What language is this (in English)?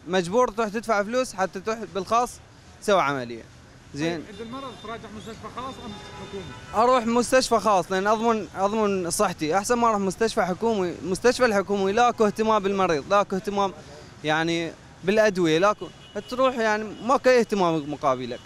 Mesopotamian Arabic